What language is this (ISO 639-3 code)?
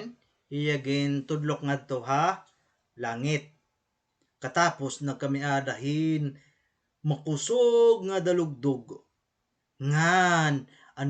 war